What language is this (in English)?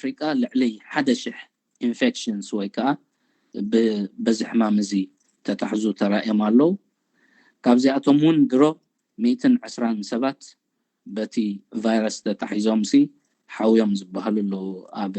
Tigrinya